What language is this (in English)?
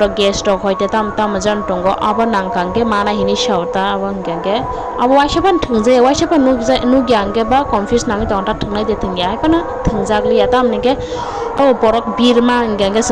Kok Borok